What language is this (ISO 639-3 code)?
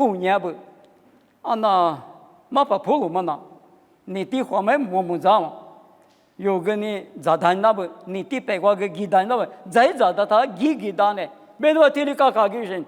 lis